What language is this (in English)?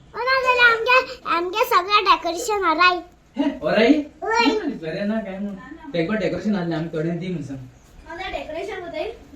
Konkani